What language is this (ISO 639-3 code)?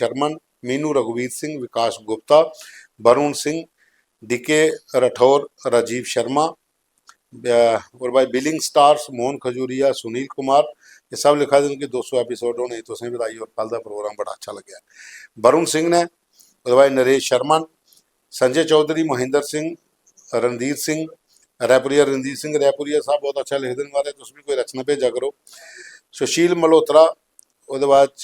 doi